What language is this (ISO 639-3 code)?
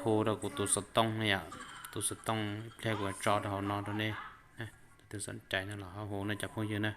hmn